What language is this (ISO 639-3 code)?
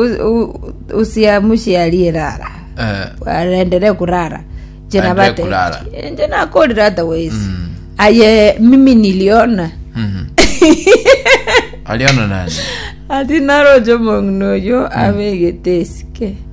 guz